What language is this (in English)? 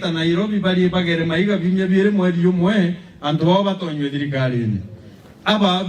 Meru